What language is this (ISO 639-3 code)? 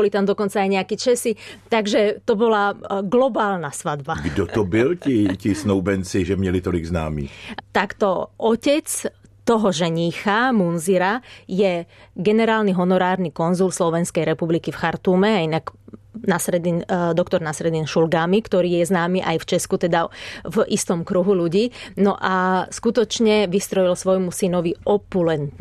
slk